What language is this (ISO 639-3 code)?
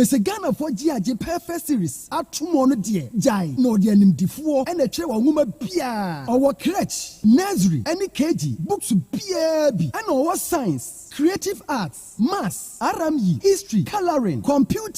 aka